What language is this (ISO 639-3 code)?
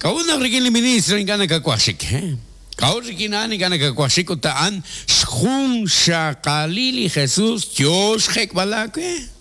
kek